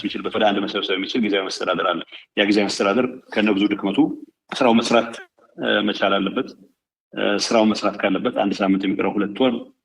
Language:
Amharic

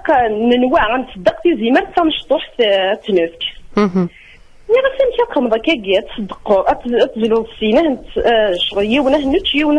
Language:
Kabyle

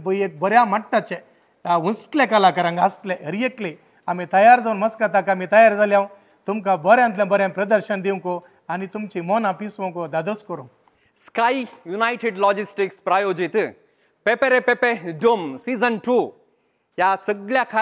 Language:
Konkani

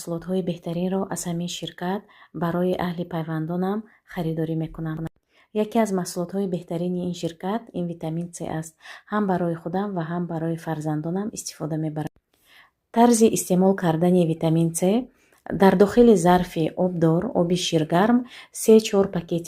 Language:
Tajik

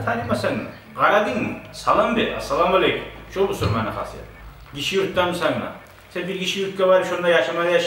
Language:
Kumyk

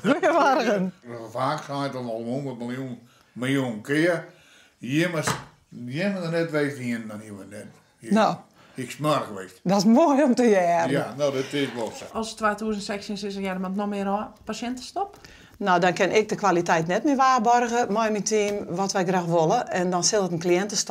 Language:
Western Frisian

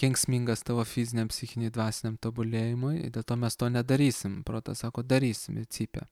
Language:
Lithuanian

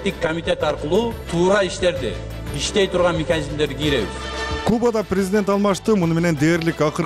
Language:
Kyrgyz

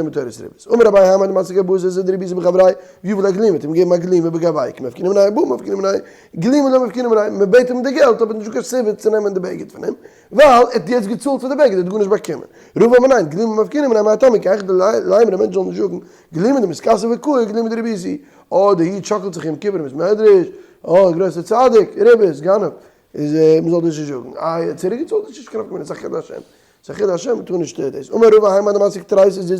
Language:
Yiddish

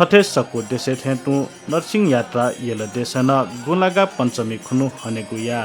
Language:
Newari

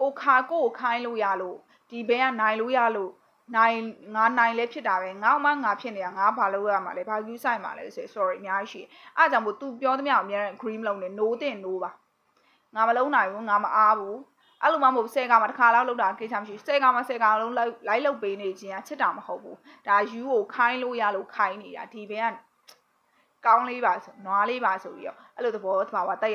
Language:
Burmese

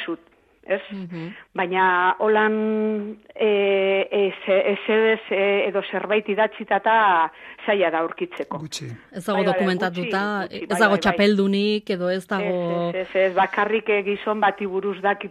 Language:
Basque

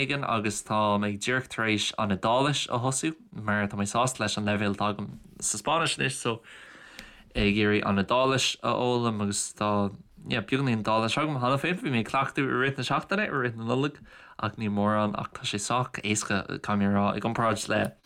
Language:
Irish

